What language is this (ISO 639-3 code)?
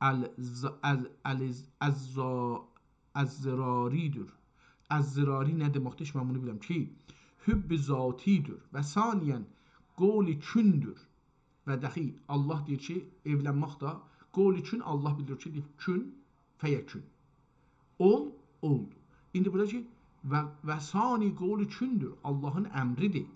azb